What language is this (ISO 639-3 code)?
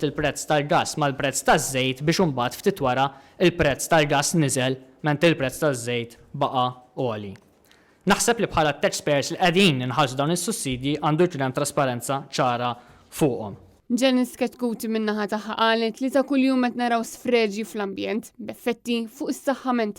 mlt